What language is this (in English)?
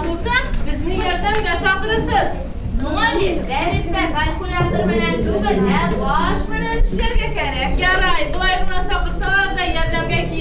Bashkir